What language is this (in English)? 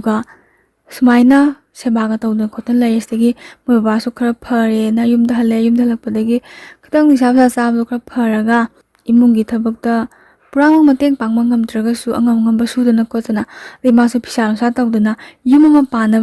Manipuri